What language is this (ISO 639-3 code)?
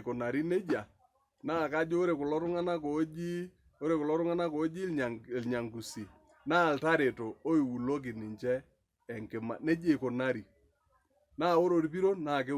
mas